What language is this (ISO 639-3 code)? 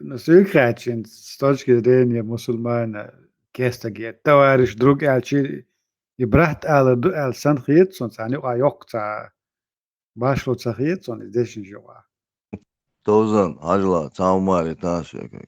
che